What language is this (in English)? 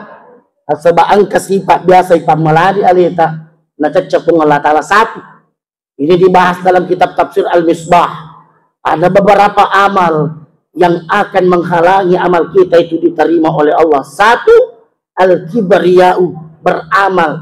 Buginese